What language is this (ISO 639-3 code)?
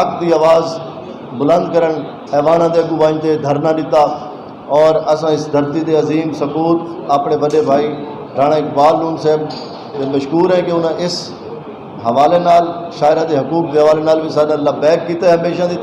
skr